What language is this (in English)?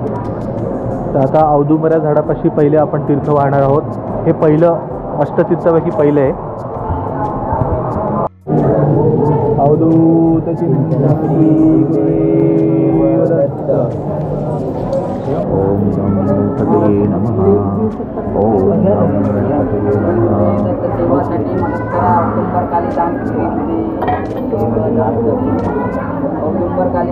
Marathi